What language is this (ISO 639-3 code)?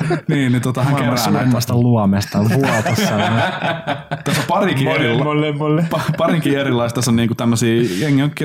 fin